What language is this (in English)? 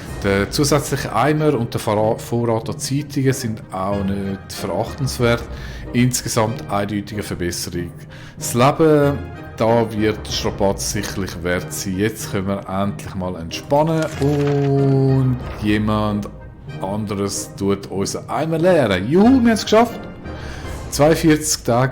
Swiss German